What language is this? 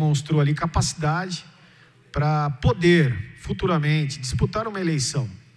Portuguese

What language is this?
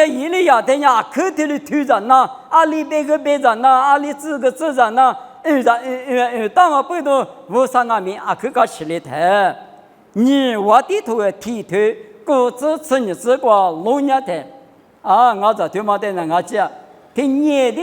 Lisu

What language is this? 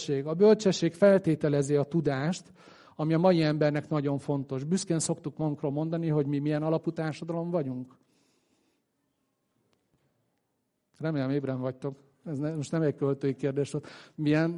Hungarian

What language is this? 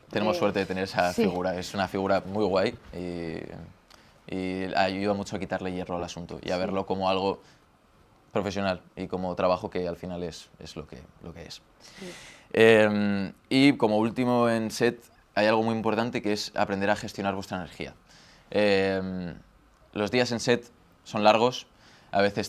Spanish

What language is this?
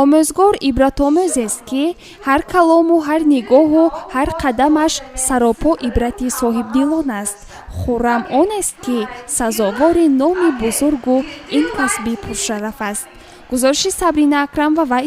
Tajik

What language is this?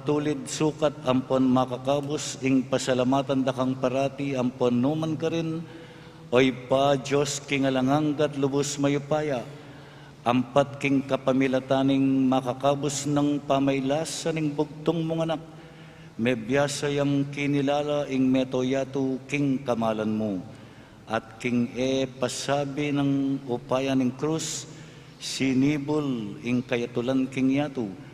Pampanga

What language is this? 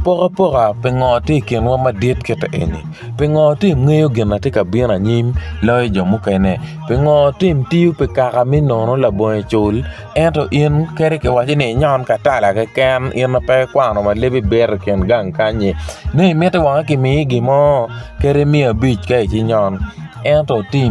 Acoli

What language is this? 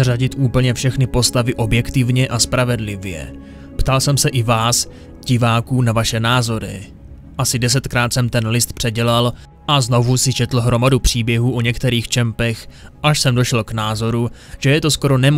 Czech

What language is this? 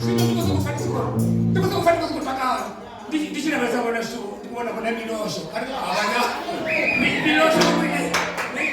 Venda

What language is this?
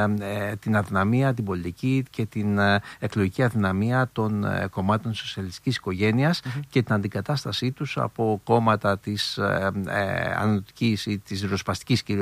Greek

